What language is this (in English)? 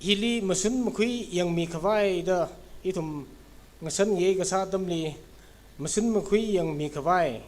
Tangkhul Naga (India)